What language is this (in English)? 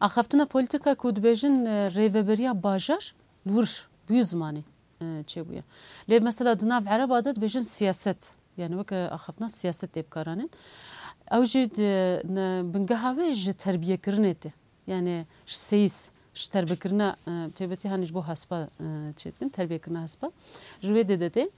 Kurdish